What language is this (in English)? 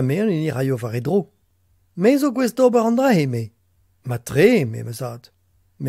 Breton